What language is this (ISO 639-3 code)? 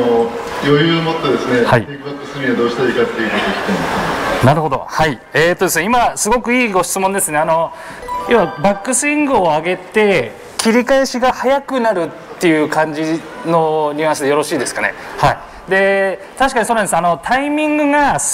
jpn